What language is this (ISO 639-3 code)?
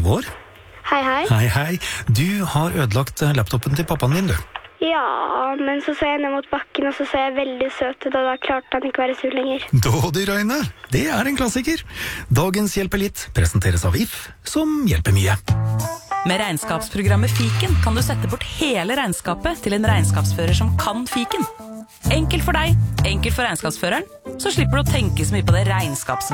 nor